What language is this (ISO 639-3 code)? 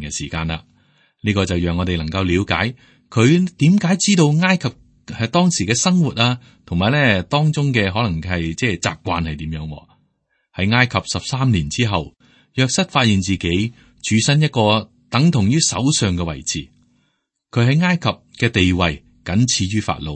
yue